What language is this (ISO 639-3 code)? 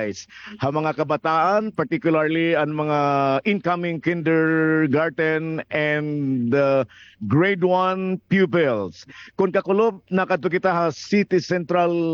war